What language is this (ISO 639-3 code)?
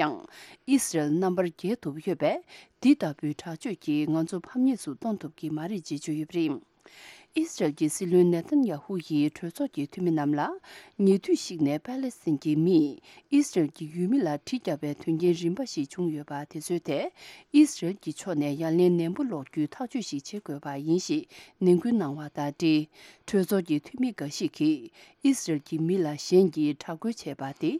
bod